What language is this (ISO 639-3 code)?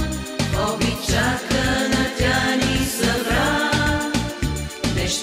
bul